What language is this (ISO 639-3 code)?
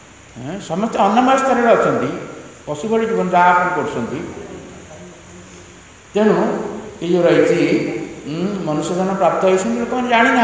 ori